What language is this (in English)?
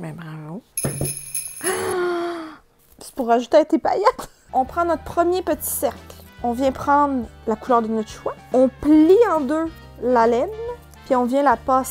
French